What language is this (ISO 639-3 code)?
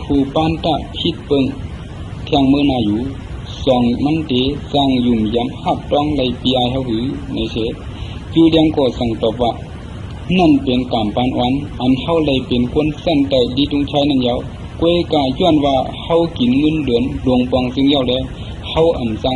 shn